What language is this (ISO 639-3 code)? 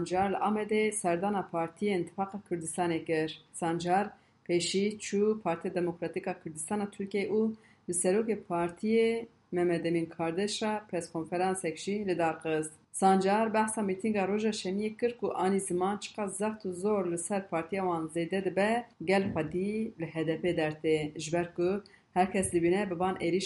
kur